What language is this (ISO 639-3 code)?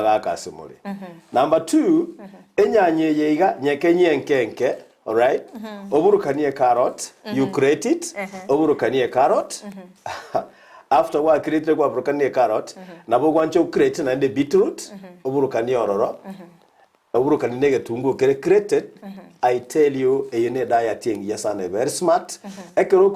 guz